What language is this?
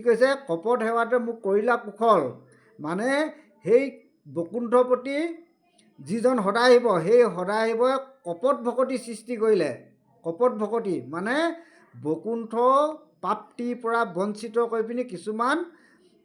Assamese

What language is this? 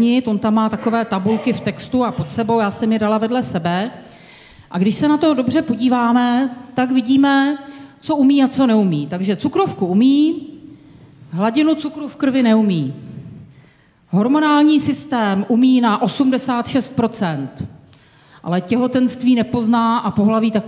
Czech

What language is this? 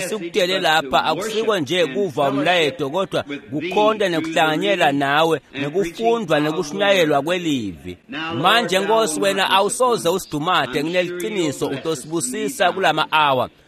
Swati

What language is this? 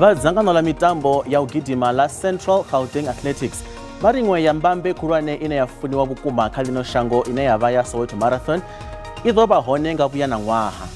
Venda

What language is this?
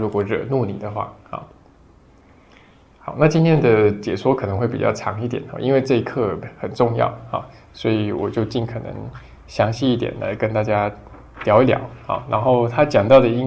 Chinese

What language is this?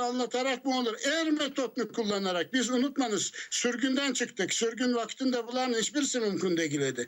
Crimean Tatar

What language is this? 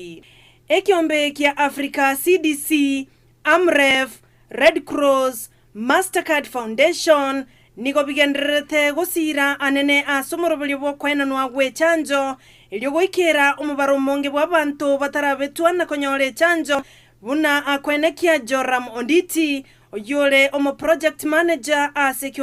Gusii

